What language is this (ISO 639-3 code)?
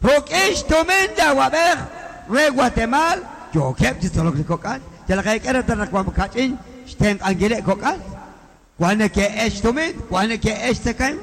kek